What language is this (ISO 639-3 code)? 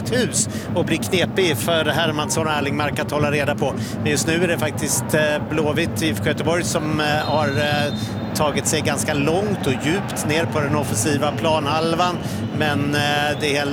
swe